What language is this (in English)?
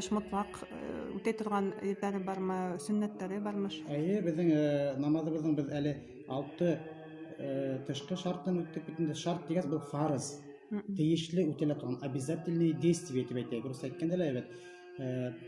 Bashkir